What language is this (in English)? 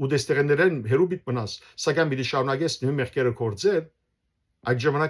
Western Armenian